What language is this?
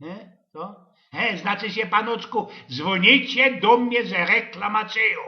Silesian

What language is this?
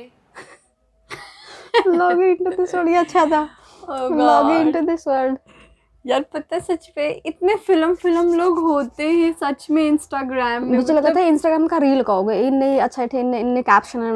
Hindi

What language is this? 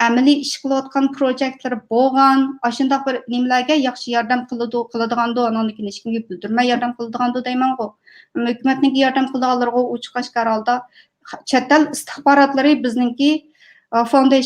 Uyghur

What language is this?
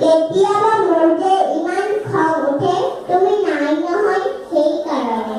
Assamese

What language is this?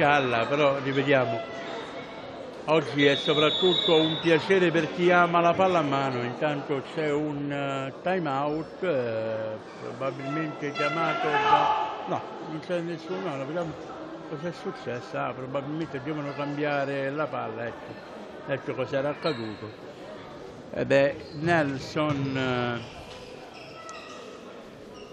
Italian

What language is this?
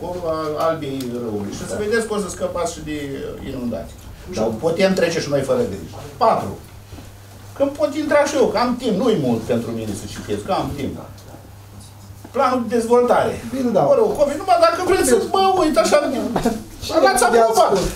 Romanian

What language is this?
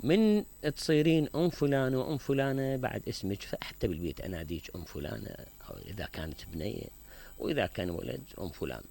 Mesopotamian Arabic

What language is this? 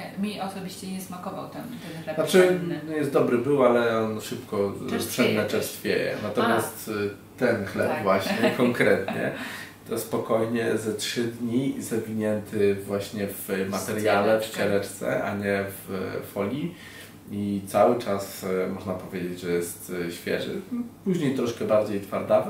Polish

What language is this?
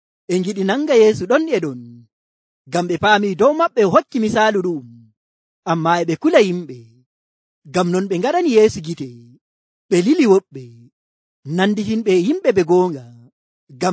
Nigerian Fulfulde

